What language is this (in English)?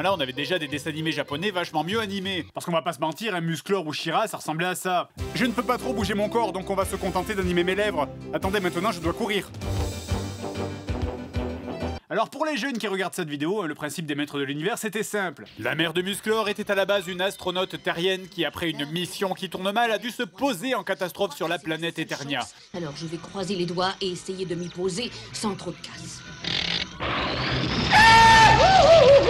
French